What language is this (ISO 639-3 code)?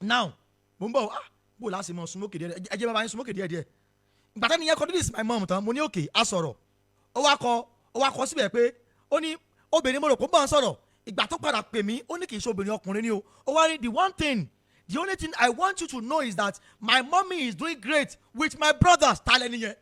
yor